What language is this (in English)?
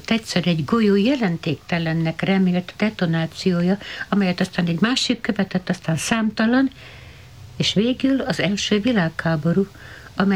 Hungarian